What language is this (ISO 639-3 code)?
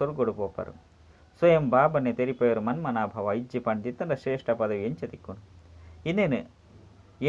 tcy